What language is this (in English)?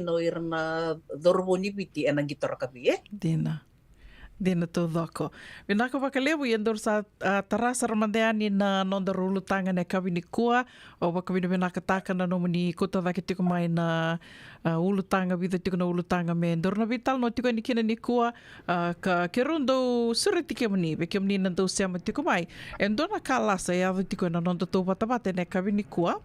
Fijian